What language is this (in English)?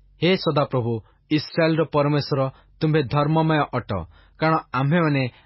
Odia